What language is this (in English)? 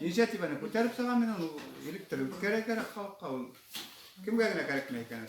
Bashkir